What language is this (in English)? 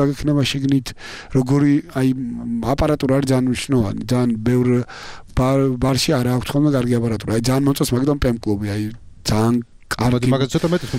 Georgian